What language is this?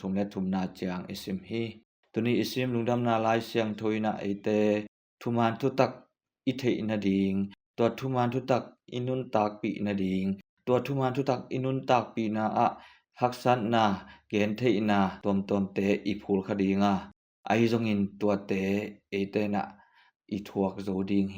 Tedim Chin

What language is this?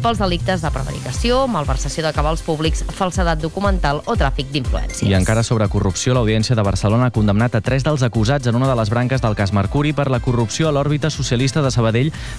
Catalan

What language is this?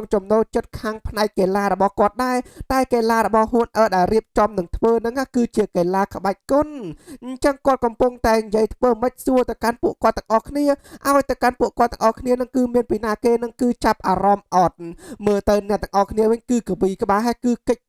Khmer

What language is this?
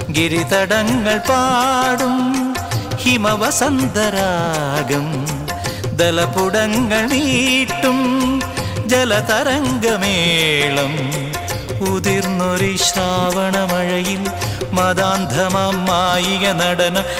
Malayalam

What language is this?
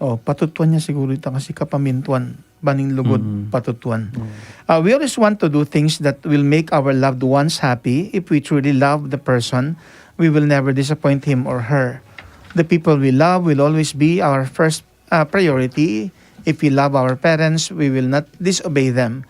Pampanga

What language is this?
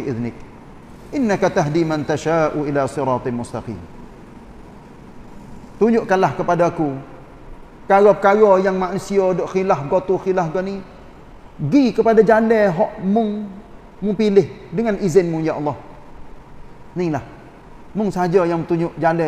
Malay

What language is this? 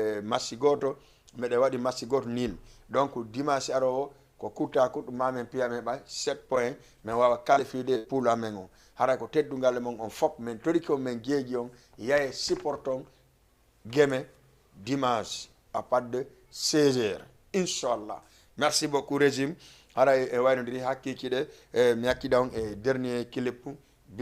Fula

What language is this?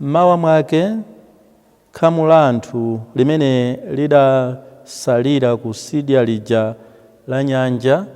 Nyanja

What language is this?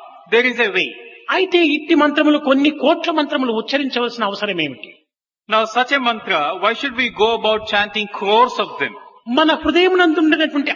Telugu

